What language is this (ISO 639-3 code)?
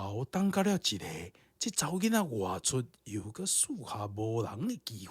nan